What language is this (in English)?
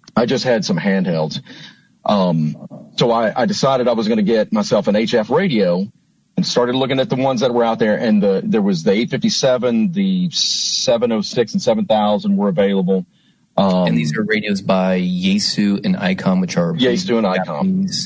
English